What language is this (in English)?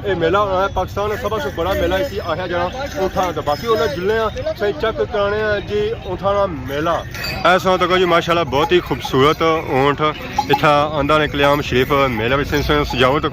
Pahari-Potwari